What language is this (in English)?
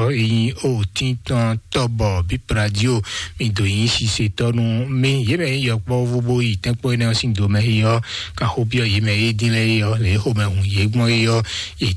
Fon